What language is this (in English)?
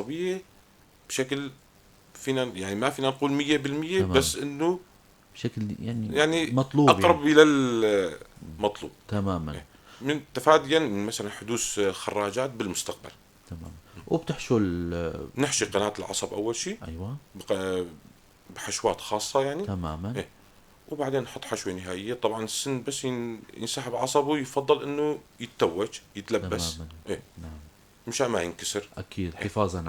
North Levantine Arabic